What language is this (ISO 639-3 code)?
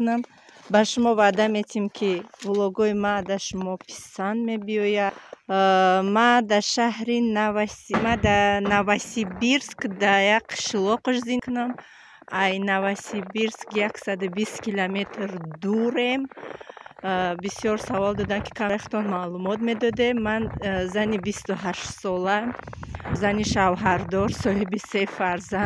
tgk